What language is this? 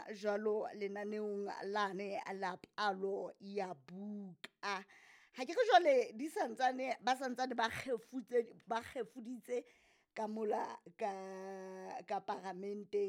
Southern Sotho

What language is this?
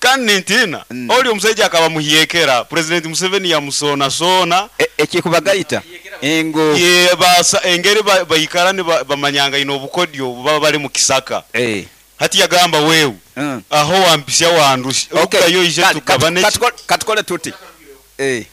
Nyoro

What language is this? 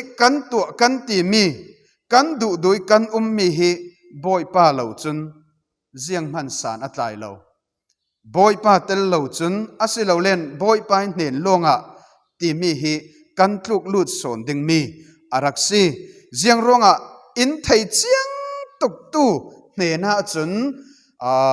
Falam Chin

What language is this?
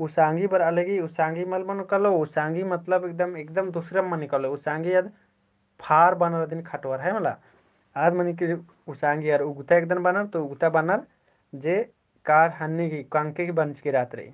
Kurukh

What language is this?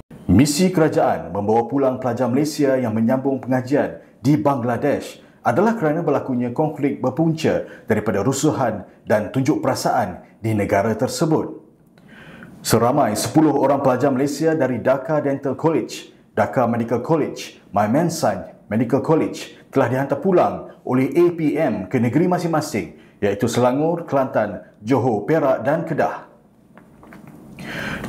Malay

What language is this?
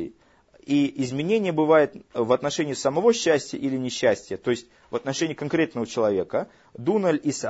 Russian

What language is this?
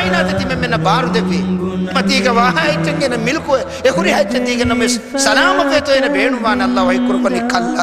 Divehi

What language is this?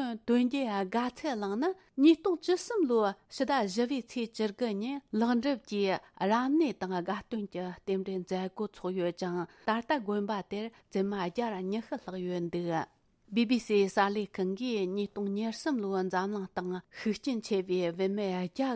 Tibetan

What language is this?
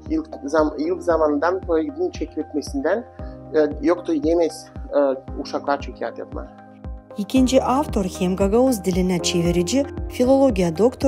Gagauz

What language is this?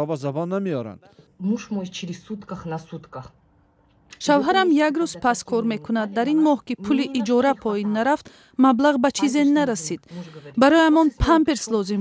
Tajik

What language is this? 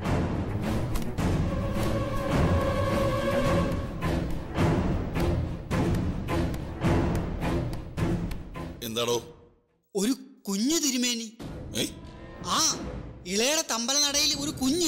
Malayalam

